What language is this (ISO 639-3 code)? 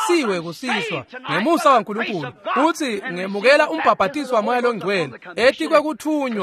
ssw